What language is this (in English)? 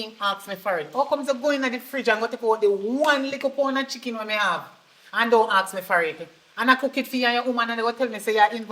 Jamaican Creole English